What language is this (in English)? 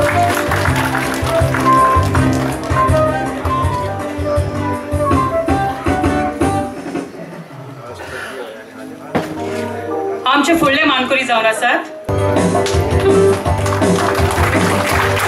Konkani